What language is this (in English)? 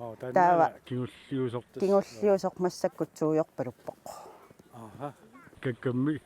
Kalaallisut